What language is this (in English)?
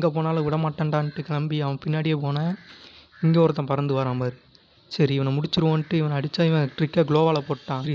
Tamil